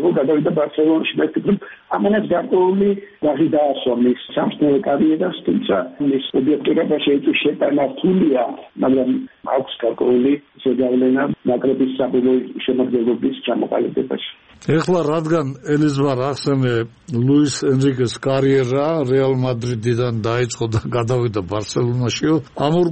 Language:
Georgian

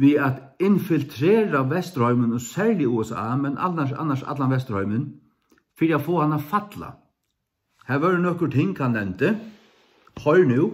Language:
Faroese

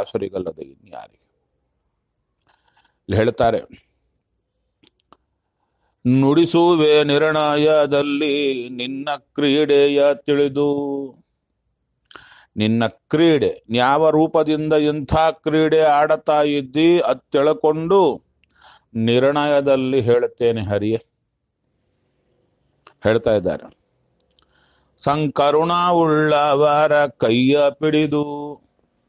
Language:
Kannada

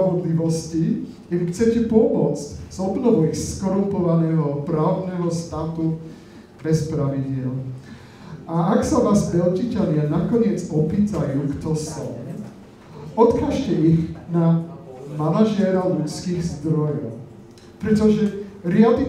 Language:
Slovak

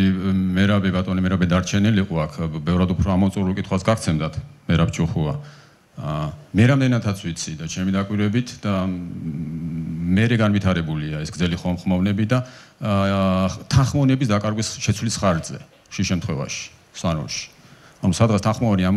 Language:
Georgian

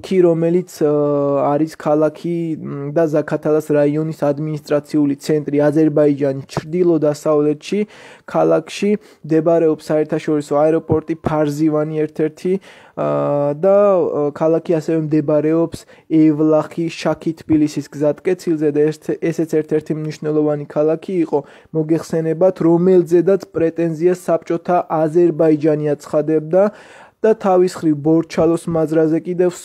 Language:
Georgian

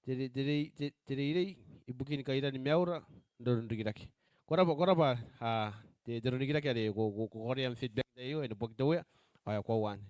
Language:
Gilbertese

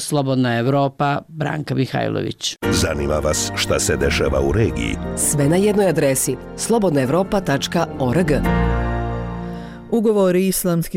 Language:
Bosnian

